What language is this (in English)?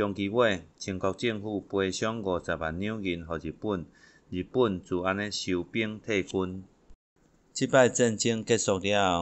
Min Nan Chinese